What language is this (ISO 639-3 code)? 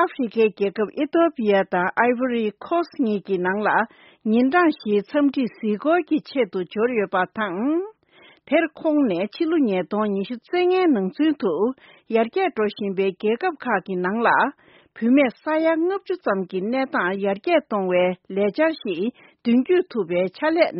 bod